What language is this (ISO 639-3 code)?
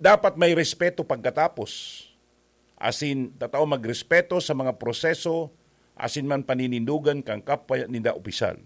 bik